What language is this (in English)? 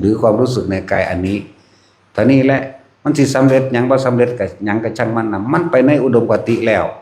Northeastern Thai